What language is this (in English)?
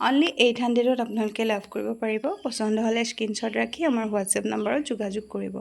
Assamese